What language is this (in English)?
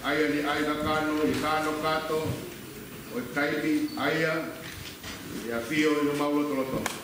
Tongan